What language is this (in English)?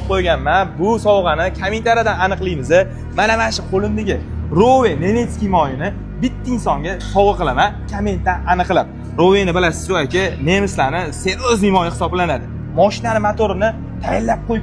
Uzbek